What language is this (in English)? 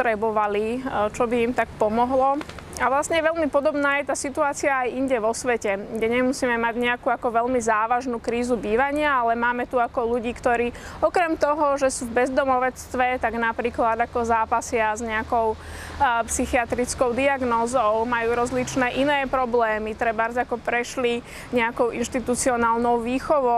Slovak